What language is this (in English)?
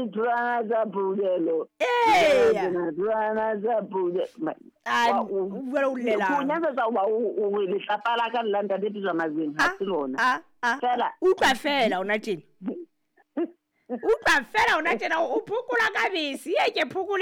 Southern Sotho